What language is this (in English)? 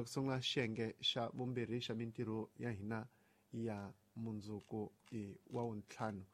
Tsonga